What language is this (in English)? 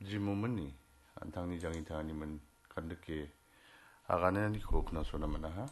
Garo